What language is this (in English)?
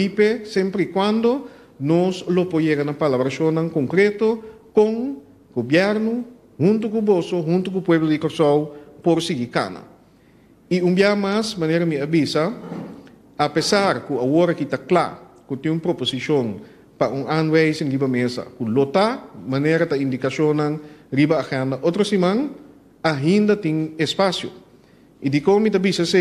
Papiamento